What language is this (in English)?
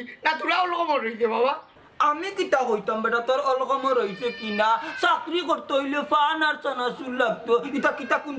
Sylheti